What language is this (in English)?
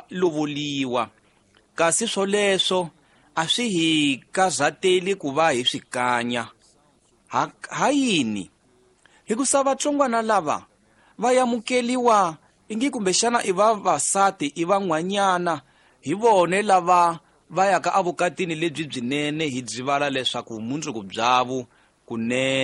Tsonga